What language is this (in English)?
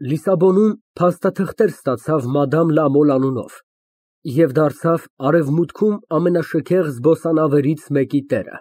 Armenian